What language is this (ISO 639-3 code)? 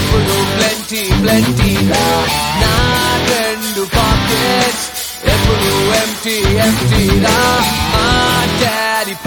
tel